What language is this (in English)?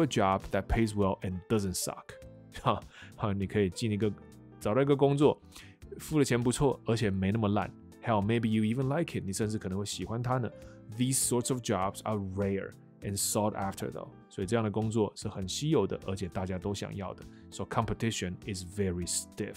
Chinese